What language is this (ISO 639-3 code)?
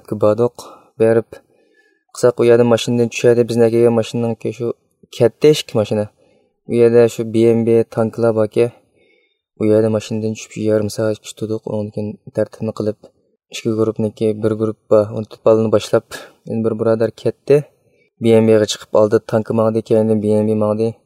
uig